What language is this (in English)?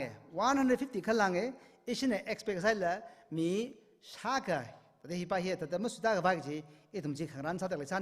Tangkhul Naga (India)